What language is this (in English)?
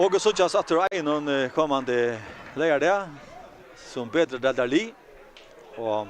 Faroese